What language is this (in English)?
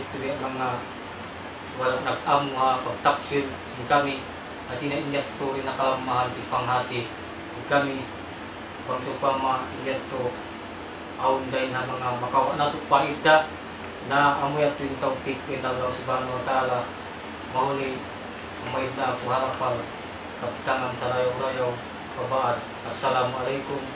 Tausug